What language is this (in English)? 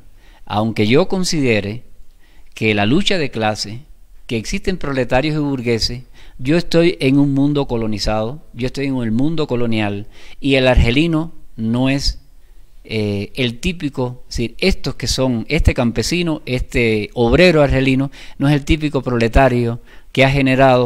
Spanish